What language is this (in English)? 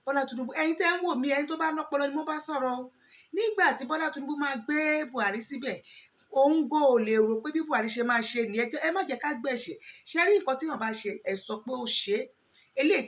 Yoruba